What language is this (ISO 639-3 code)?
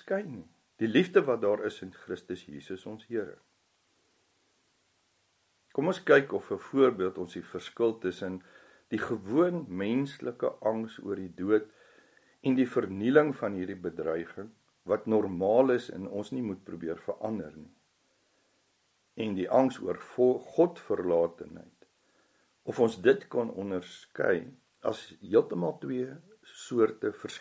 afr